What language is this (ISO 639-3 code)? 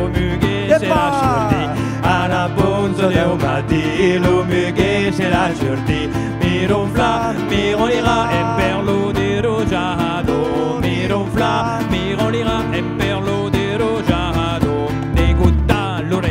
oci